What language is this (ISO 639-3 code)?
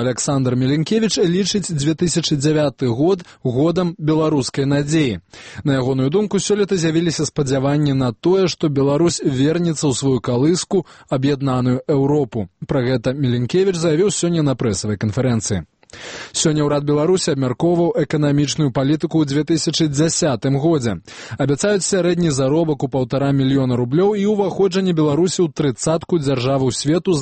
bel